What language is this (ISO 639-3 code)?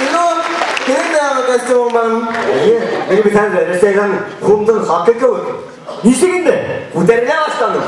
bak